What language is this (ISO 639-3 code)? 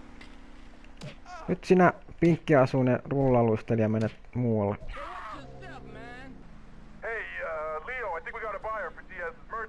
fin